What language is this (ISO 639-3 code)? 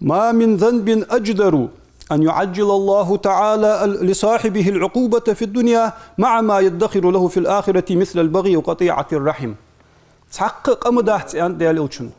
inh